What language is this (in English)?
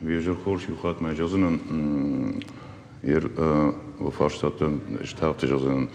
Ossetic